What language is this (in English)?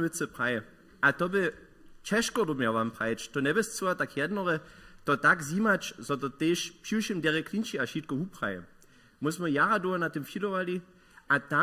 Upper Sorbian